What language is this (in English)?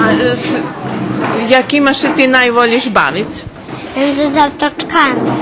Rusyn